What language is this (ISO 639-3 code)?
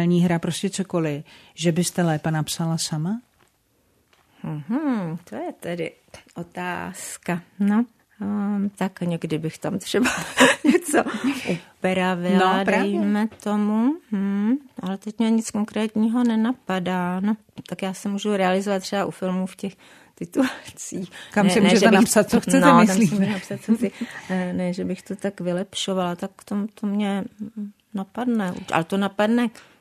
ces